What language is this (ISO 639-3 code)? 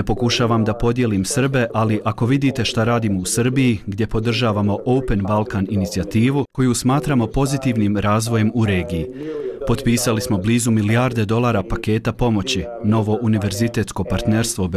bos